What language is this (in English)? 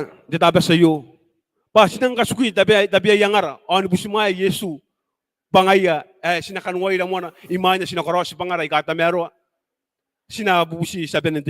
Gilbertese